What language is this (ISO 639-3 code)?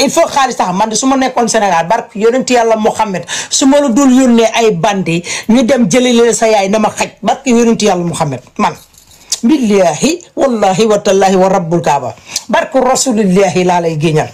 wol